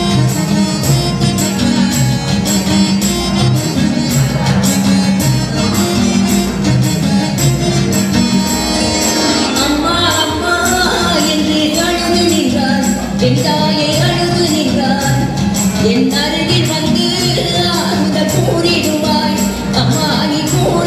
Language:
Tamil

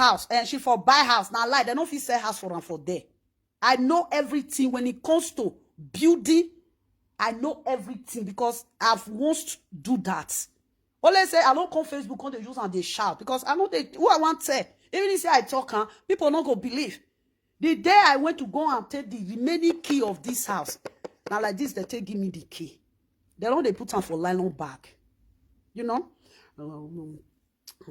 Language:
Nigerian Pidgin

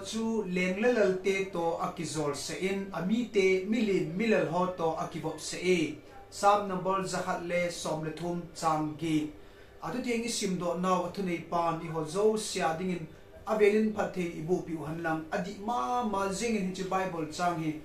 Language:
Thado Chin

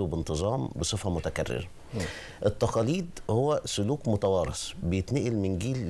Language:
Egyptian Arabic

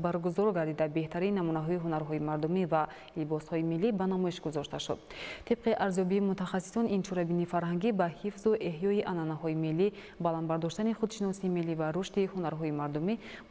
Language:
Tajik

